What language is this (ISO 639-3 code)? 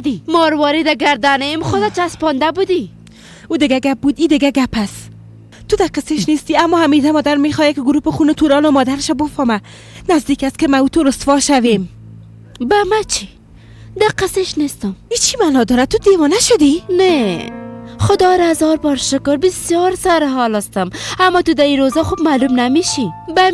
fas